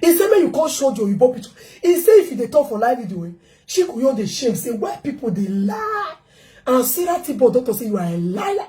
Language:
Nigerian Pidgin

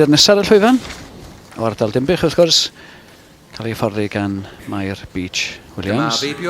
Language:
Welsh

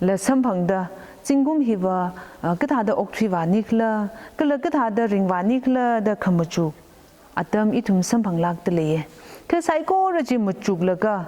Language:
Tangkhul Naga (India)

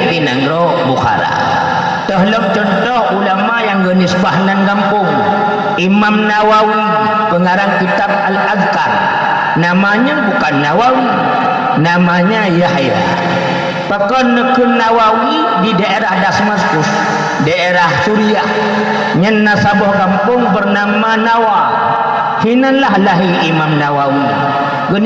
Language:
Achinese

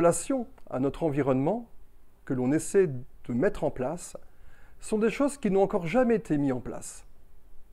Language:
French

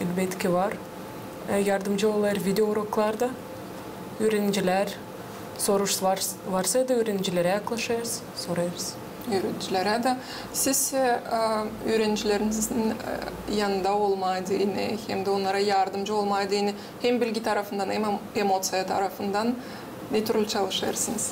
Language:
Gagauz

